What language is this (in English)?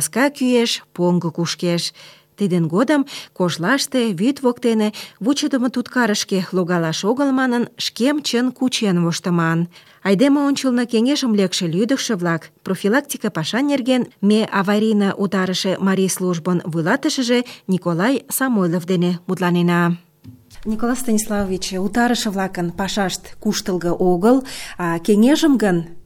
Mari